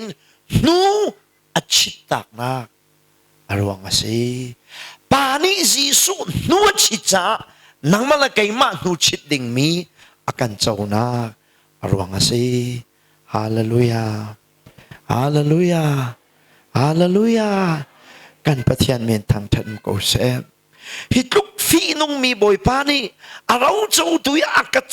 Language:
Hakha Chin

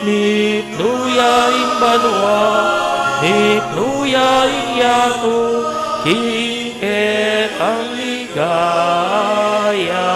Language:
Pampanga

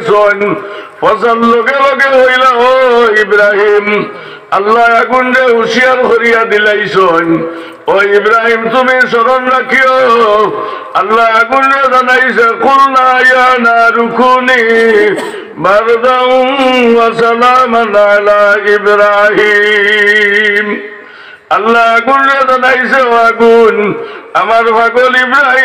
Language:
Sylheti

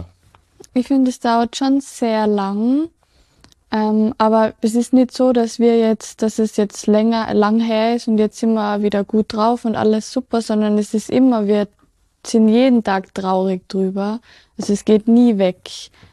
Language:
German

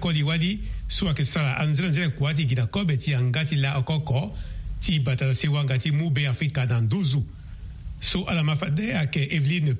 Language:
Sango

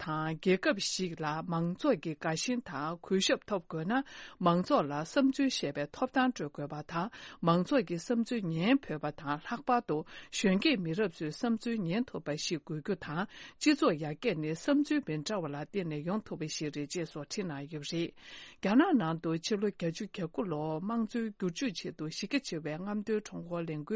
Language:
Tibetan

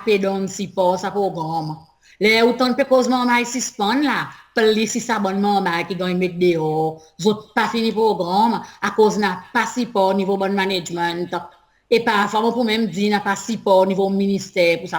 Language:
Seselwa Creole French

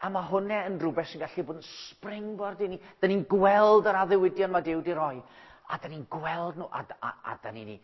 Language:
Welsh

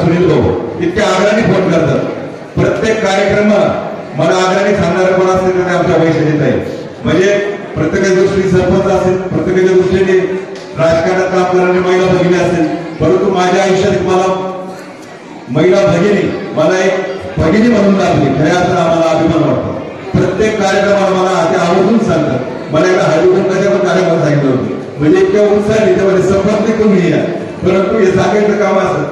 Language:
Marathi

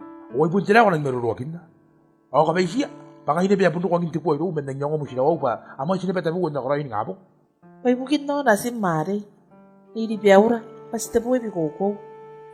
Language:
Gilbertese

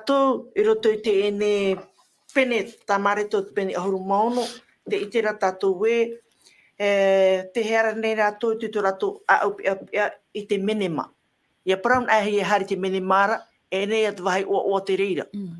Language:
Tahitian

